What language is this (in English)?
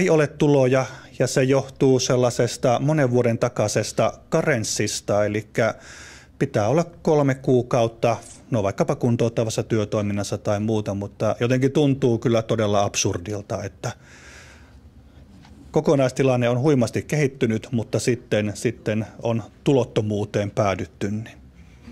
Finnish